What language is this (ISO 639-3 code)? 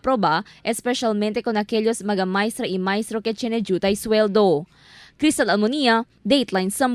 cbk